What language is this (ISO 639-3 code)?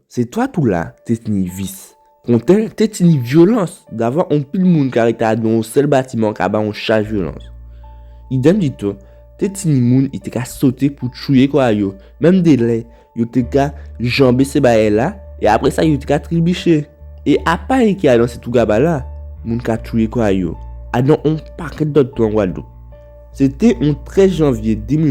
gcf